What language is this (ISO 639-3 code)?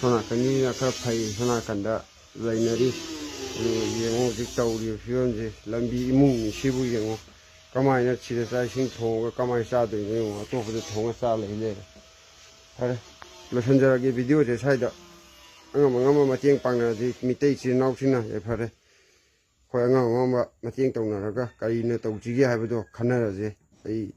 mni